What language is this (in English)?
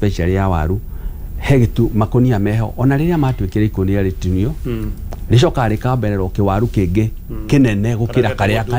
Kikuyu